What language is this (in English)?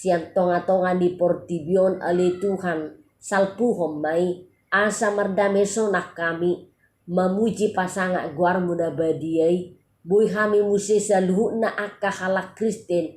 Batak Toba